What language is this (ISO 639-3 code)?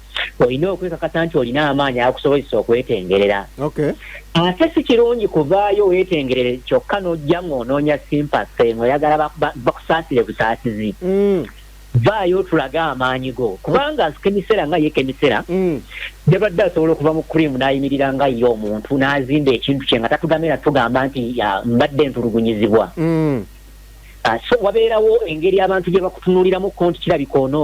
lug